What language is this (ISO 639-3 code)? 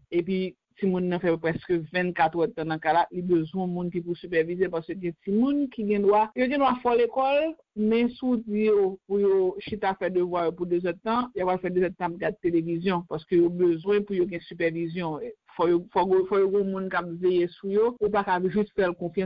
hat